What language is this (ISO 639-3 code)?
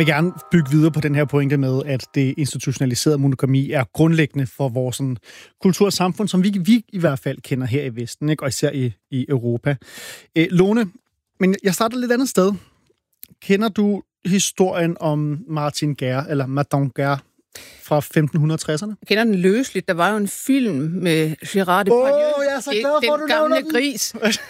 dan